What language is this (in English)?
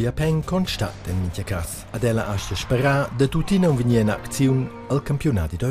Romansh